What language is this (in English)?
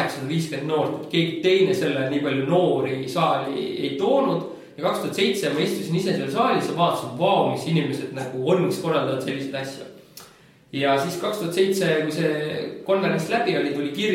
Estonian